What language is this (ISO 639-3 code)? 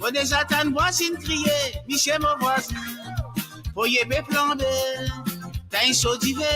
mfe